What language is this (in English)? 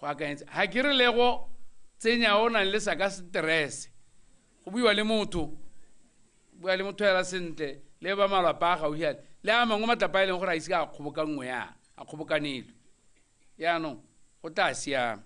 Tswana